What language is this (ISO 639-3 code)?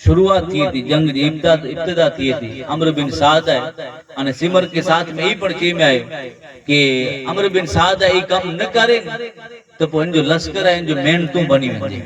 skr